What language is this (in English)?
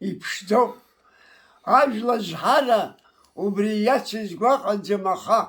Abkhazian